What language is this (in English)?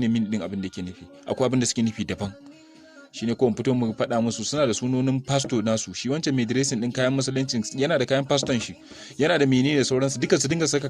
Hausa